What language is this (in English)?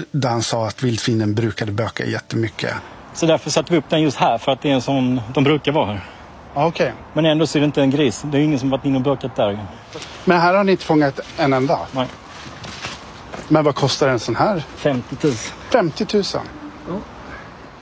Swedish